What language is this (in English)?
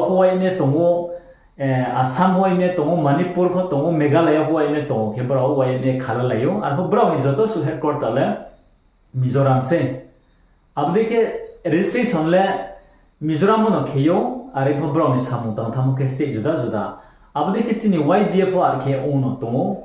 Riang (India)